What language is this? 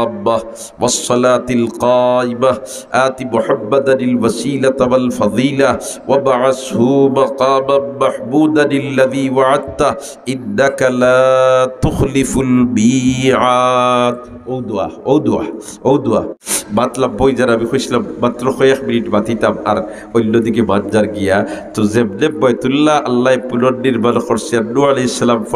Sylheti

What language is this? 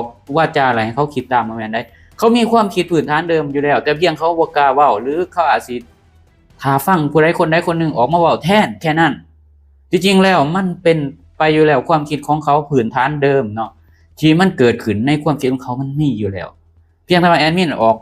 Lao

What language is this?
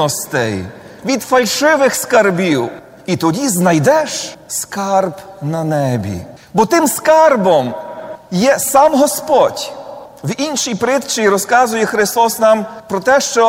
Ukrainian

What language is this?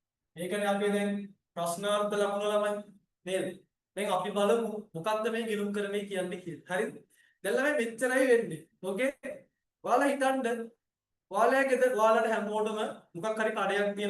Sinhala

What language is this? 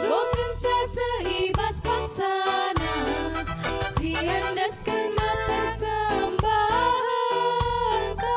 Batak Karo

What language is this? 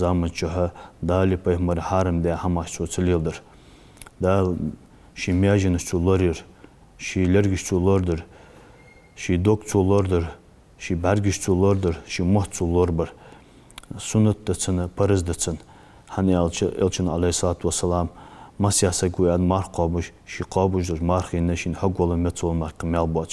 Ingush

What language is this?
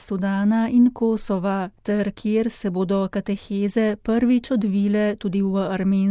Slovenian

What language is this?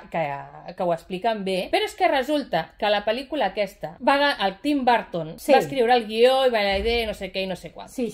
Catalan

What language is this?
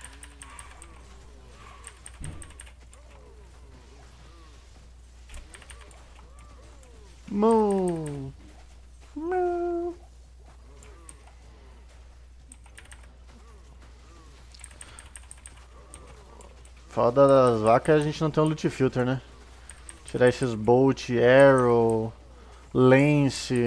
Portuguese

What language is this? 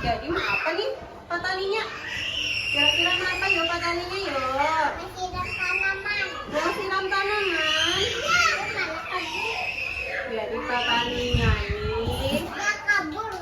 Banjar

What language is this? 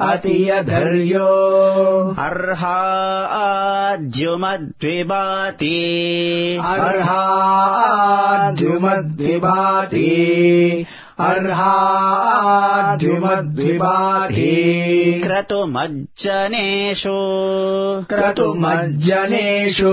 Sanskrit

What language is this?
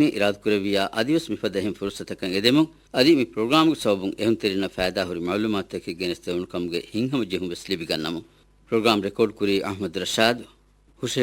Divehi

